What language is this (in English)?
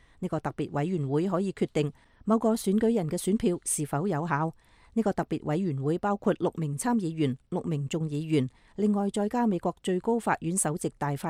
Cantonese